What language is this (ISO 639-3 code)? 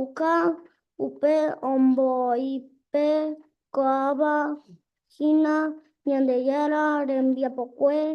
grn